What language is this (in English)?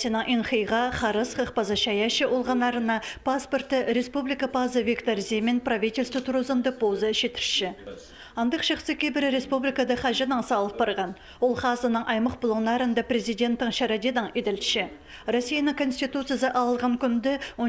Khakas